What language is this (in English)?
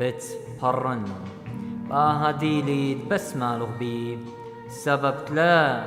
Assyrian Neo-Aramaic